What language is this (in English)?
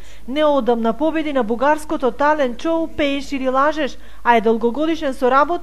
Macedonian